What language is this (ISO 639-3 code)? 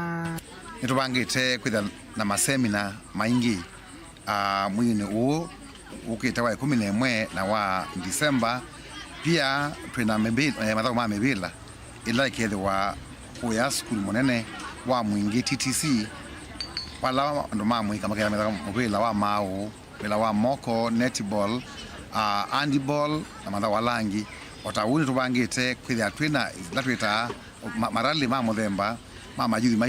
kam